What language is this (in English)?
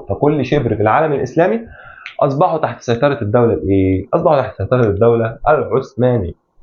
Egyptian Arabic